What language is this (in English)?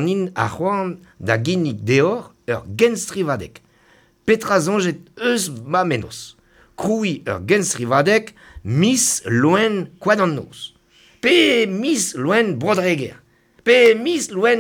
Breton